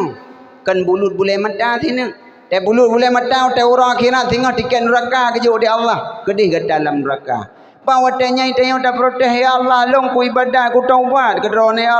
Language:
Achinese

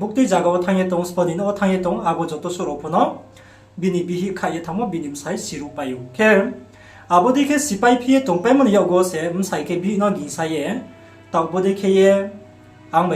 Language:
Riang (India)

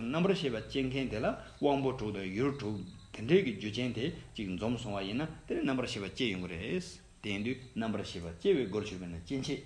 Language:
Tibetan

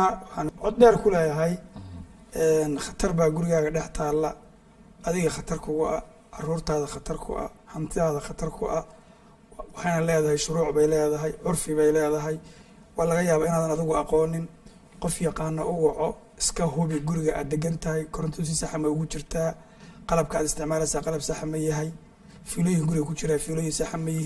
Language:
Somali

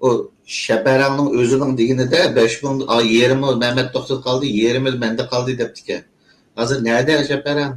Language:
Uyghur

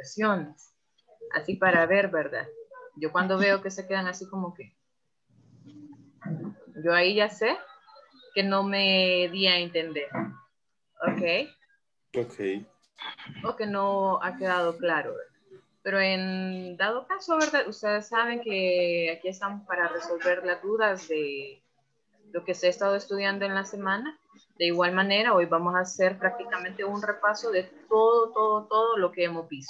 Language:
Spanish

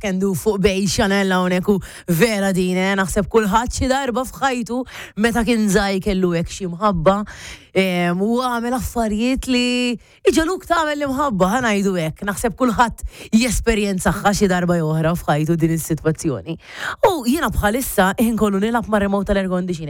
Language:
Maltese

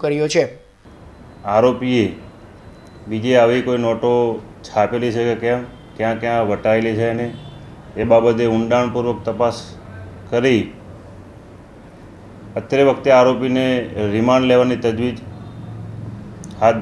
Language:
Gujarati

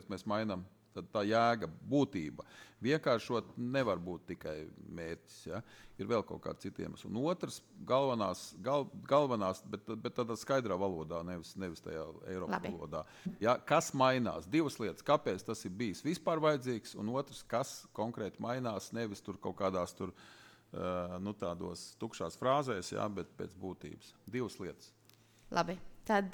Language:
Latvian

